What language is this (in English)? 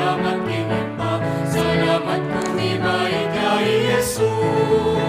Pampanga